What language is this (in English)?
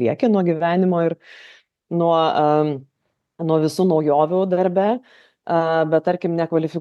Lithuanian